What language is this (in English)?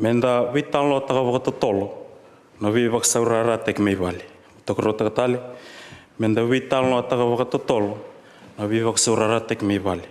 Fijian